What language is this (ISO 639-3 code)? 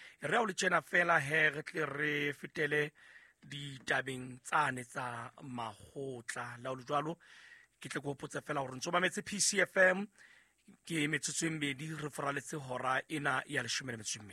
sot